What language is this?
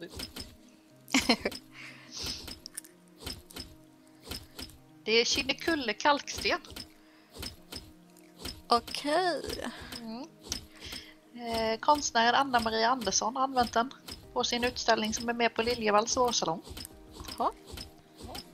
Swedish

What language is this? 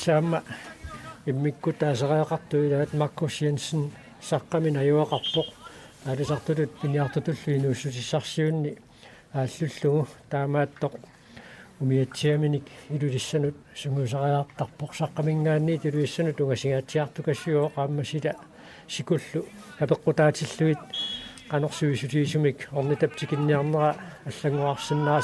Kalaallisut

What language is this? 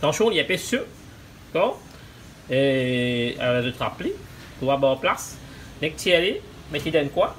Morisyen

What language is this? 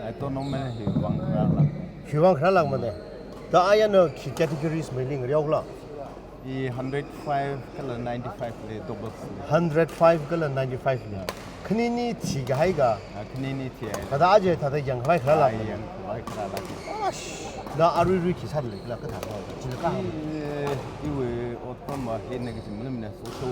Tangkhul Naga (India)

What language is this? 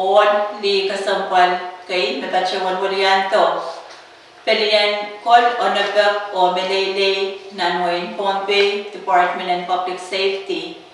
Pohnpeian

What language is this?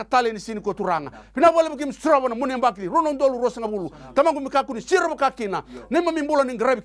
Fijian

